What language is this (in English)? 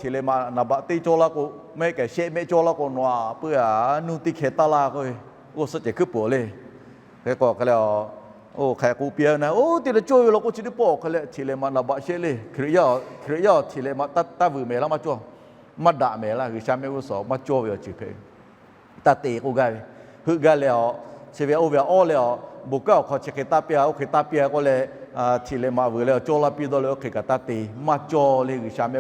Lahu